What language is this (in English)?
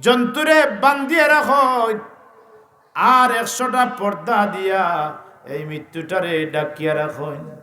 Sylheti